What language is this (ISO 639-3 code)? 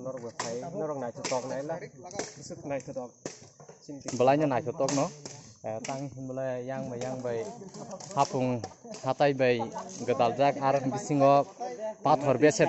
trp